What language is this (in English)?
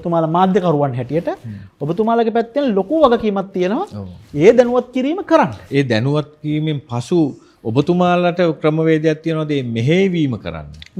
Sinhala